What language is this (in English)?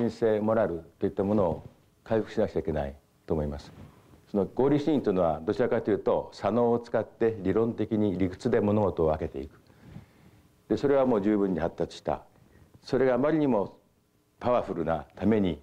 Japanese